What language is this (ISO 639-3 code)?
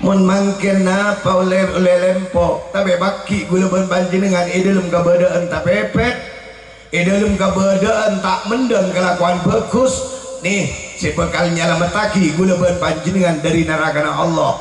mad